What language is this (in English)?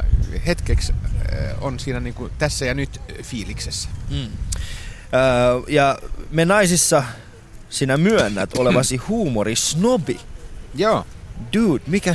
Finnish